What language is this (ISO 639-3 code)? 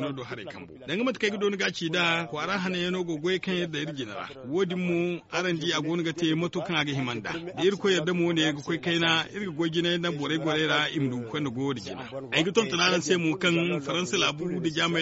dje